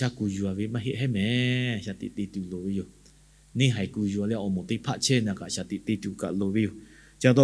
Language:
Lahu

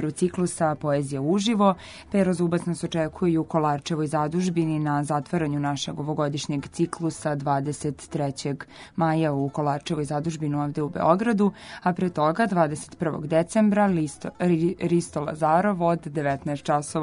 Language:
Serbian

